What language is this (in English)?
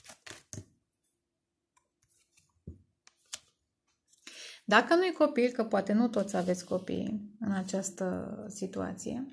Romanian